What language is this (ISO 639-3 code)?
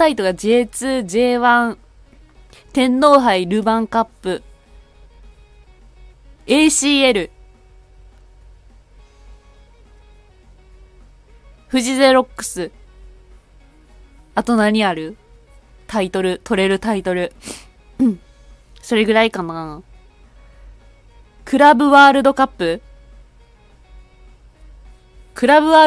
jpn